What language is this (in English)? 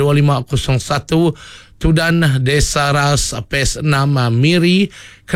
Iban